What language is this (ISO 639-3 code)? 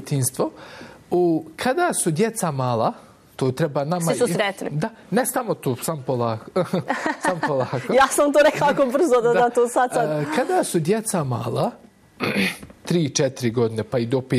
bos